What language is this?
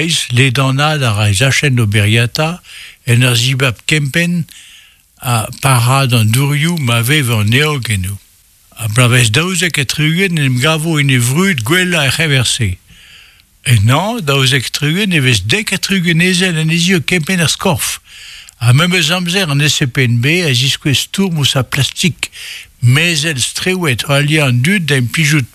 Breton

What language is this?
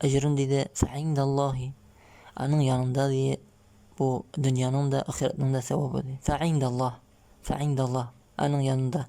Tatar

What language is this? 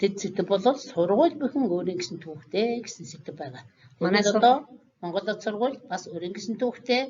Mongolian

